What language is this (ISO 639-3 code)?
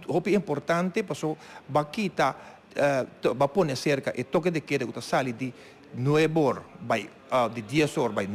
pap